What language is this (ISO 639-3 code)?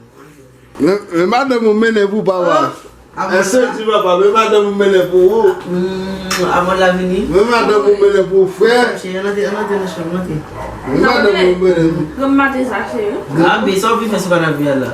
hat